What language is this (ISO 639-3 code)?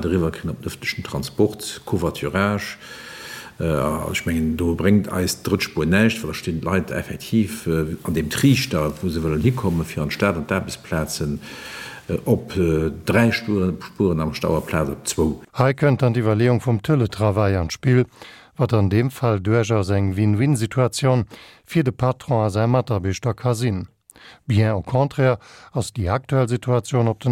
ltz